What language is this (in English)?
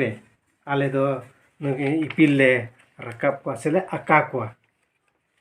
Santali